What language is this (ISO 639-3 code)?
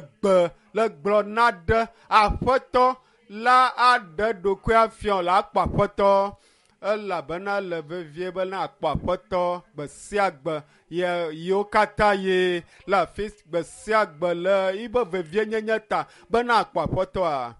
ewe